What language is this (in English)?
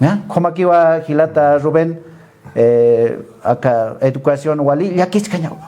Aymara